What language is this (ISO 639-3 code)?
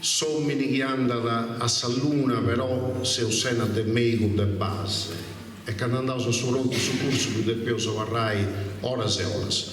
srd